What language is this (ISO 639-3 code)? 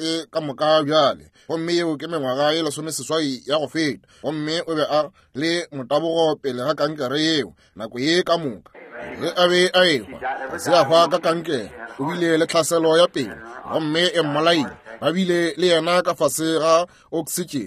nso